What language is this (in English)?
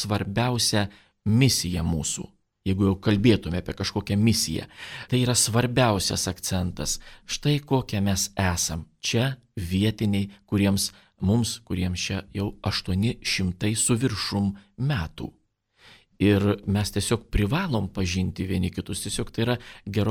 Lithuanian